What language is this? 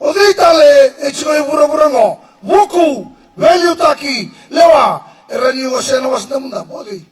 Fijian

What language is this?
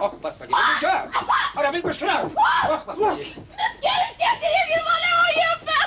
Chuvash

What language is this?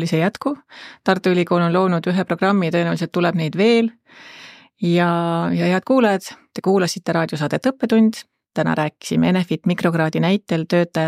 Estonian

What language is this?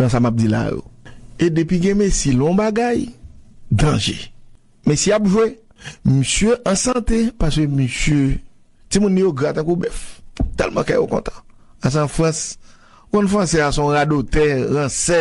Haitian Creole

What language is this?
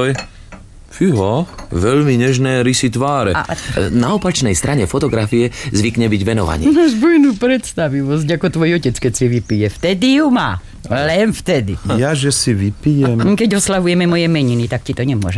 Slovak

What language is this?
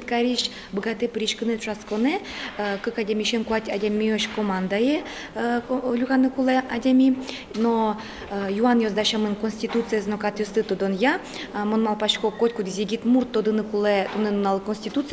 Udmurt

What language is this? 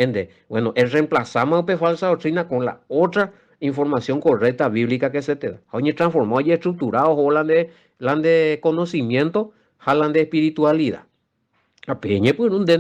Guarani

